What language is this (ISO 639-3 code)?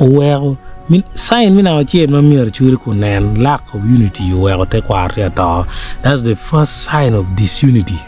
ach